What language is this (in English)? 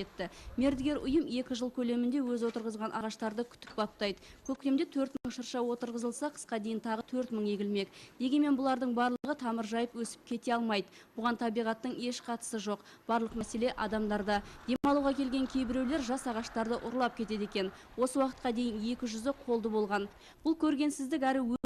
Kazakh